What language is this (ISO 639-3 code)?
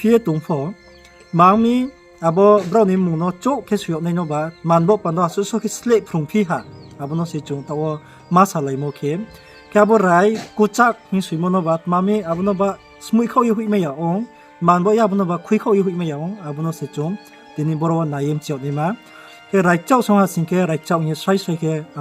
ria